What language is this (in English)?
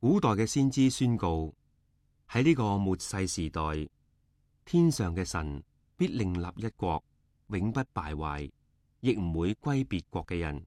Cantonese